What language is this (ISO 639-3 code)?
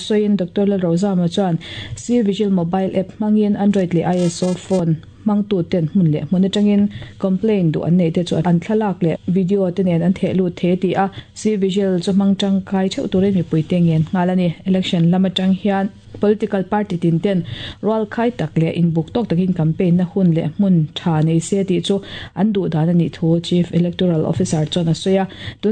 lus